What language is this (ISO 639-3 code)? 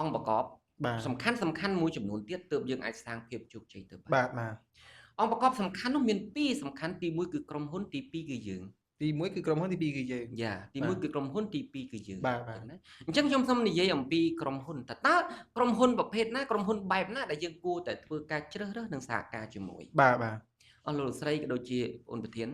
khm